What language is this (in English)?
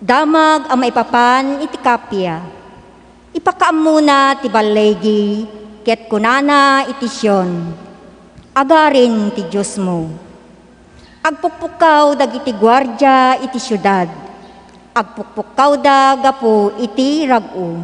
Iloko